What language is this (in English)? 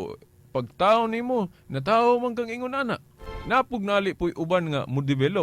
Cebuano